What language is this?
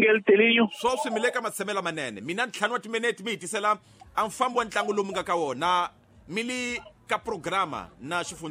Tsonga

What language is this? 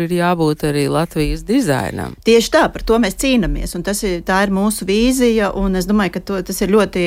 Latvian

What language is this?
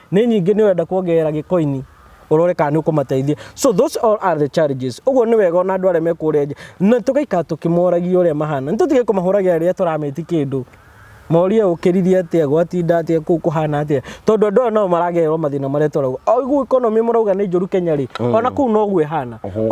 Kikuyu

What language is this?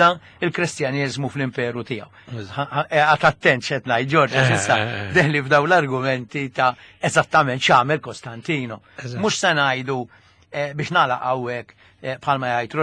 Maltese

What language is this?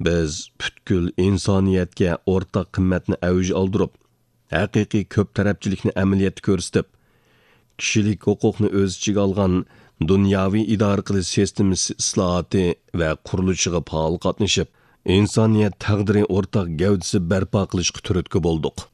Uyghur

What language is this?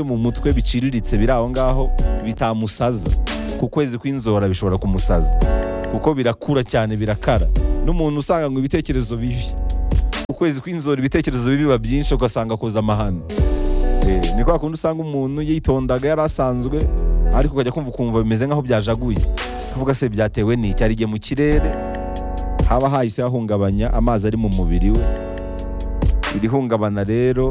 Kinyarwanda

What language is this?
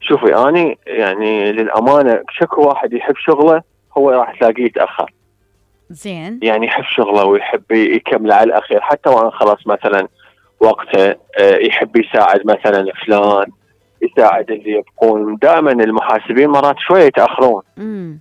Mesopotamian Arabic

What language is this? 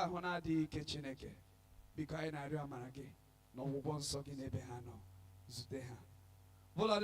Igbo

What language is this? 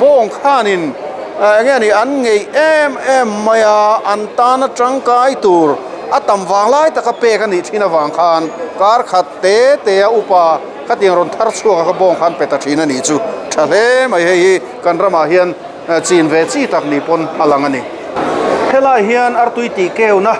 Mizo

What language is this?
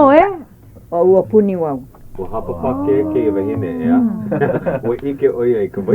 Hawaiian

